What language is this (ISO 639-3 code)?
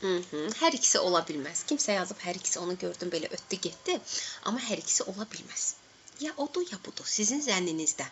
aze